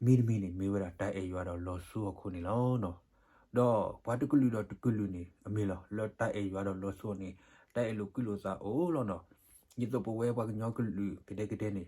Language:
S'gaw Karen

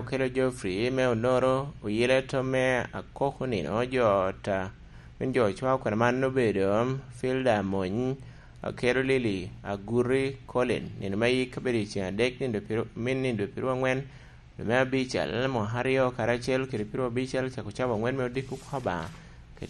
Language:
Lango (Uganda)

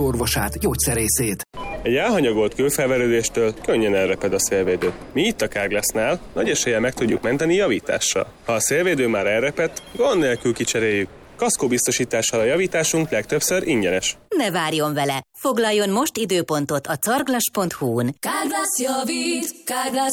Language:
Hungarian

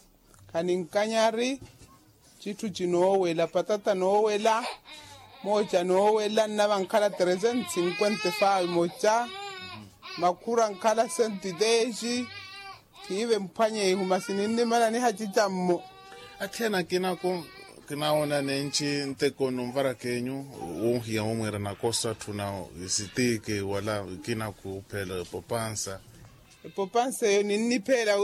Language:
Makhuwa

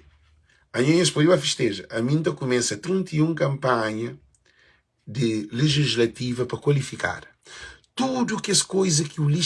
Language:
Kabuverdianu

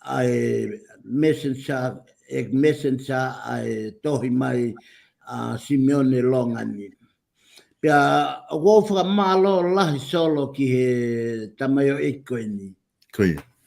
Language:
Tongan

